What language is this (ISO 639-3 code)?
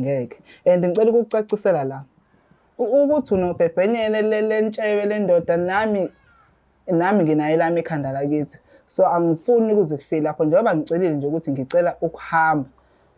zul